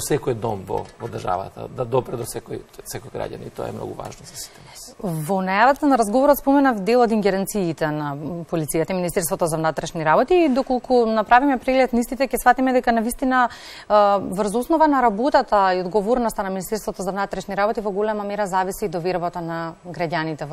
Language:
Macedonian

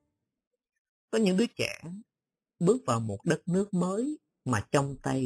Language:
Vietnamese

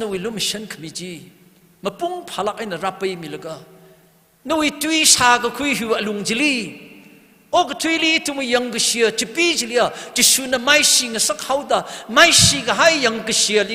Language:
Tangkhul Naga (India)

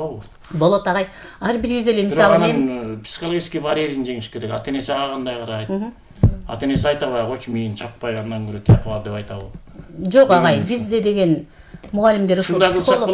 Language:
Kyrgyz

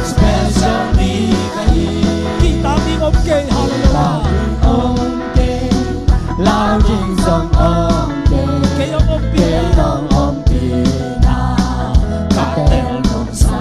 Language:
Tedim Chin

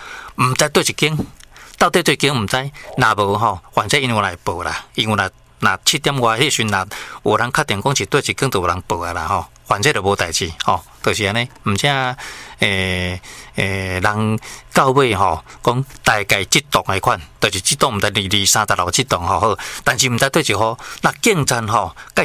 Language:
Min Nan Chinese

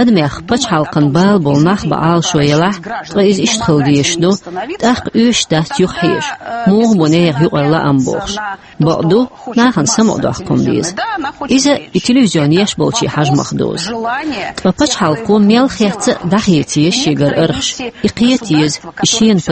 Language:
Chechen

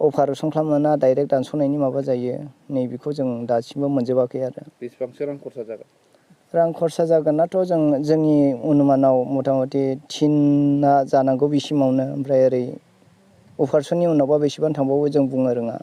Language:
Bodo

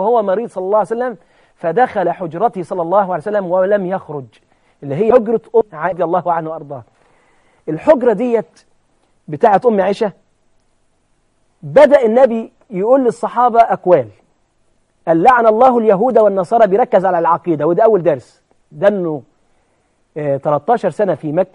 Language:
Egyptian Arabic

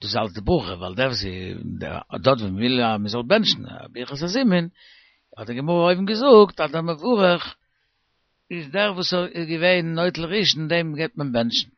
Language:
Yiddish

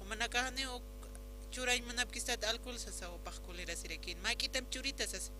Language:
Aymara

